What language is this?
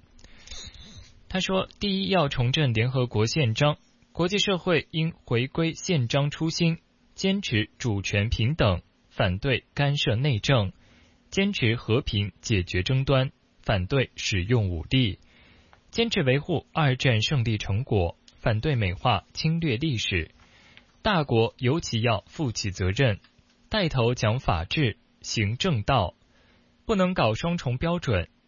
Chinese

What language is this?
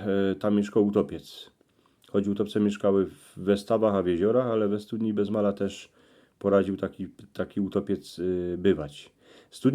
Silesian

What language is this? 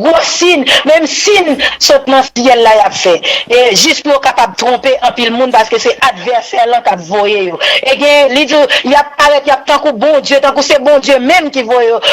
Haitian Creole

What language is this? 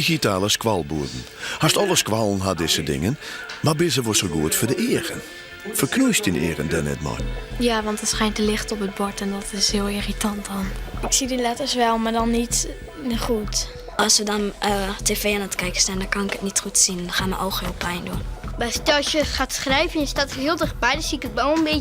Western Frisian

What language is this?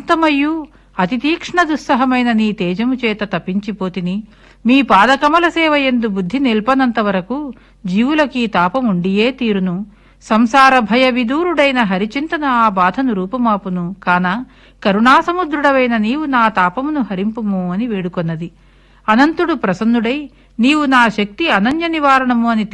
Telugu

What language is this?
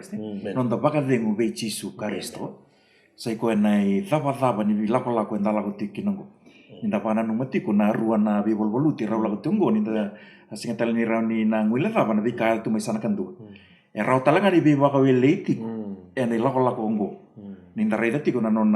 Fijian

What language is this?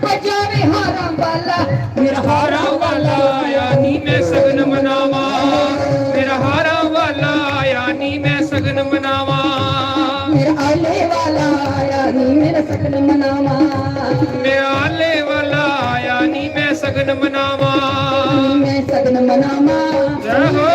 Dogri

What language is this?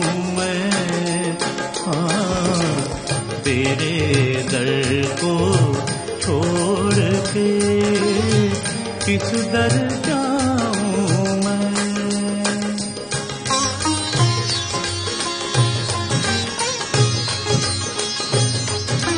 Hindi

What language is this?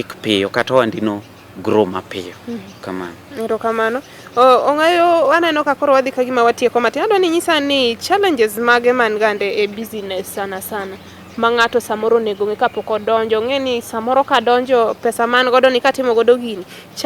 Luo (Kenya and Tanzania)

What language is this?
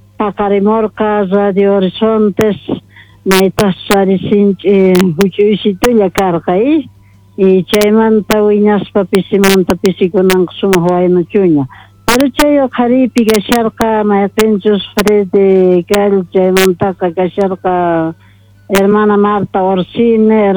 Quechua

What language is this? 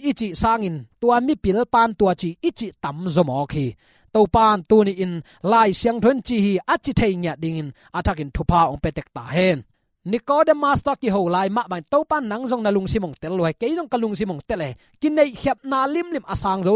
Tedim Chin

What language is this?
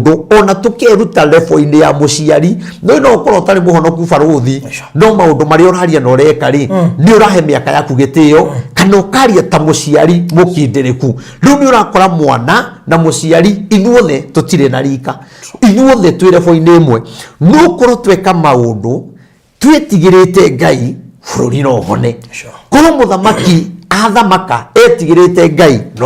Kikuyu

